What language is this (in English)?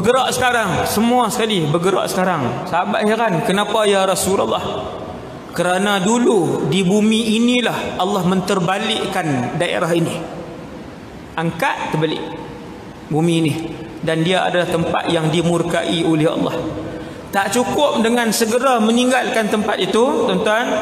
Malay